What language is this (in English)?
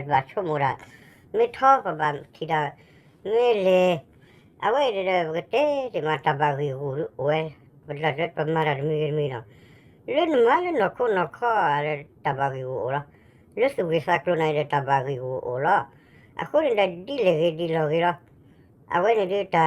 S'gaw Karen